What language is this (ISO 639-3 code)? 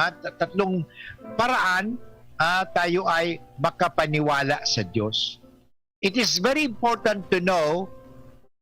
bik